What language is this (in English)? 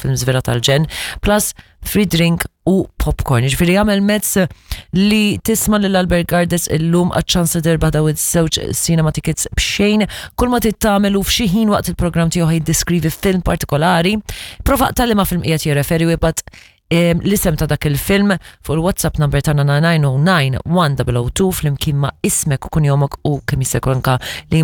Maltese